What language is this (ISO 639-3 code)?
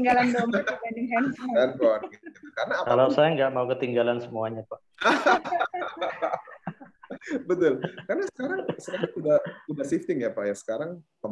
ind